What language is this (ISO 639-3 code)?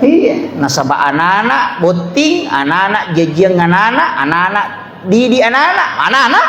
bug